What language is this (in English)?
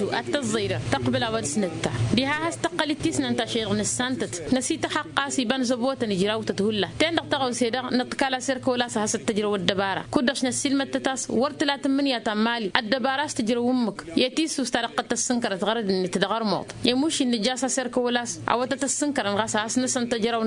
Tamasheq